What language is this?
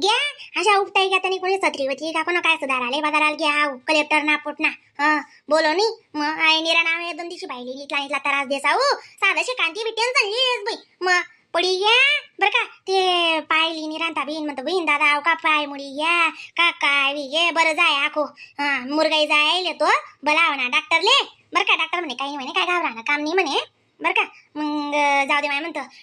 Khandesi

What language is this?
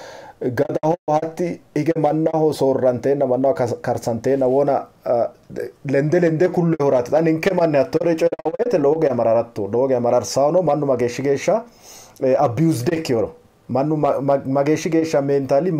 Sidamo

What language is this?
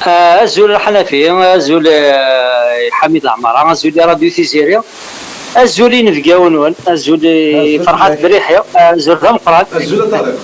Kabyle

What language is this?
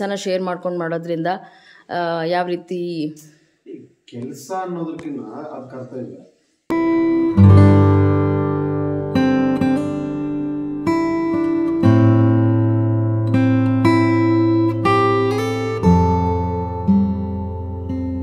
Kannada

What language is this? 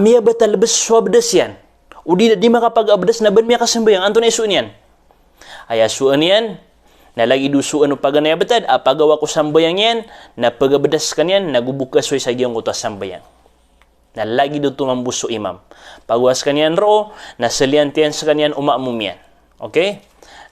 Maranao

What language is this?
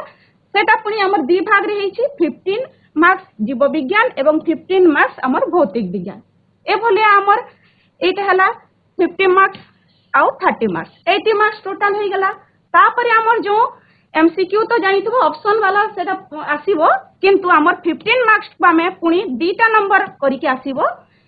Odia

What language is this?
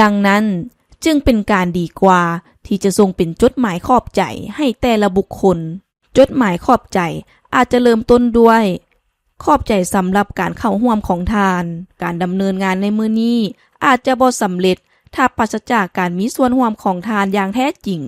Lao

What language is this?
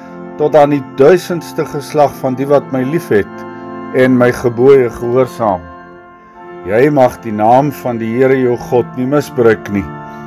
Afrikaans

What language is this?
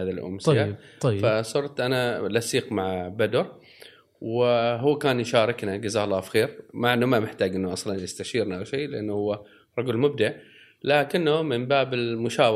Gulf Arabic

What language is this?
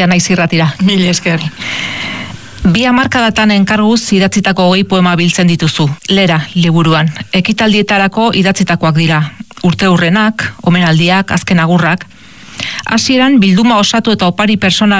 Basque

